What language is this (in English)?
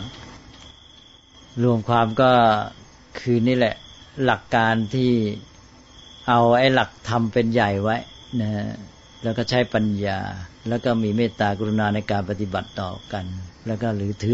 Thai